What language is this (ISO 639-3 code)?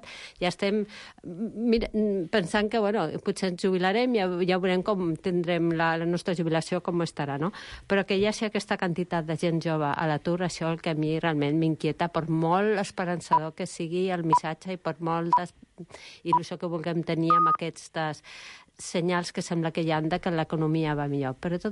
cat